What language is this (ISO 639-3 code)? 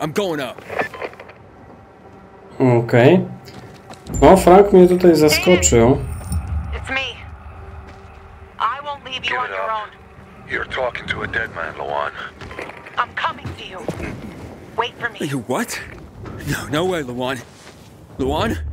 pol